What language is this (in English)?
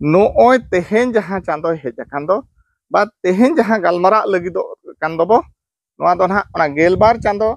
Santali